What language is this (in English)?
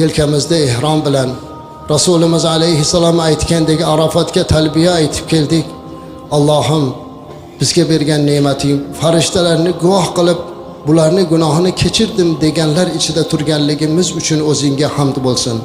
Uzbek